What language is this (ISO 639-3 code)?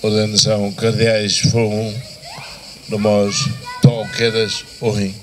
tet